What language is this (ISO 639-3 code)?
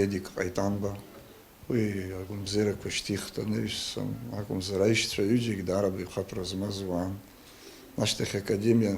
abk